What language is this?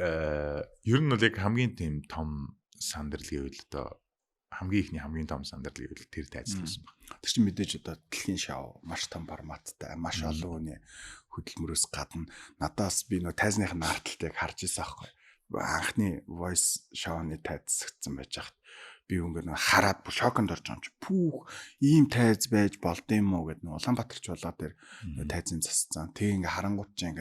Mongolian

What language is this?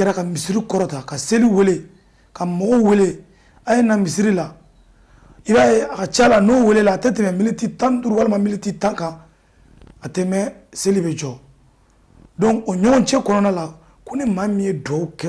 Bambara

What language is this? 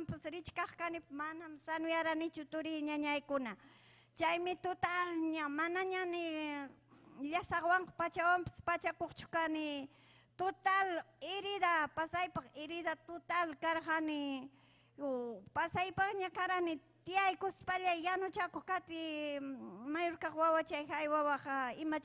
Ayacucho Quechua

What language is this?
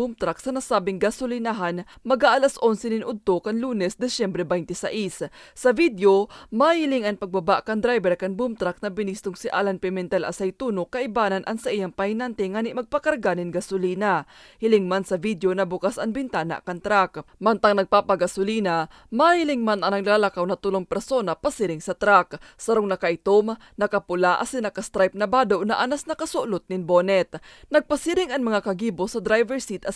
Bikol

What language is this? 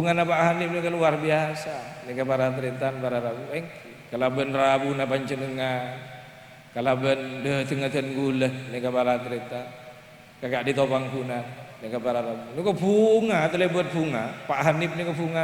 Madurese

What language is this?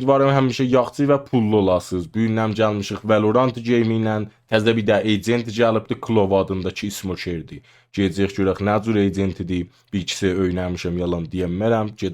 South Azerbaijani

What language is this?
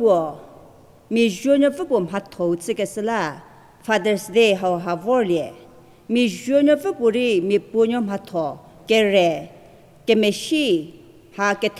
Angami Naga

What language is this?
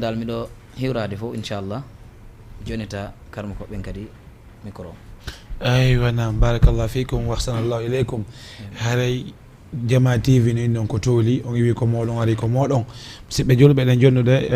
Fula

